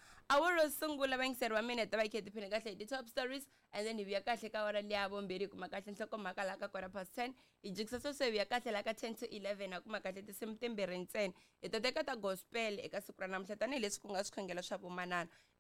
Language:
Tsonga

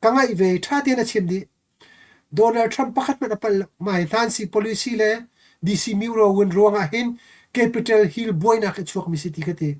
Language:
Hakha Chin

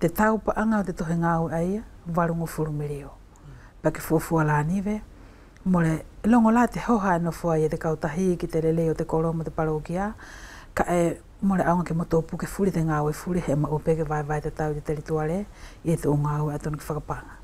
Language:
Wallisian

